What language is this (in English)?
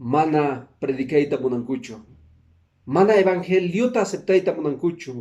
Quechua